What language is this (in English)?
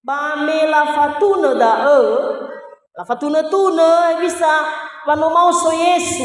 Nias